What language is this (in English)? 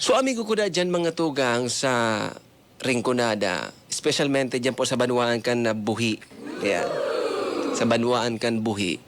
Bikol